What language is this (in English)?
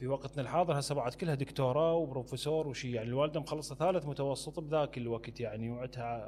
Mesopotamian Arabic